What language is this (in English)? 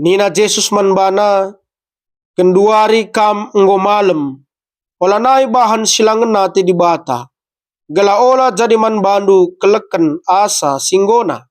Batak Karo